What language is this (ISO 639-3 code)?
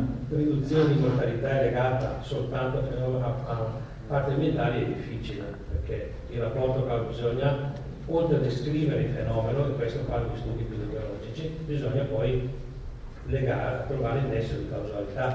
ita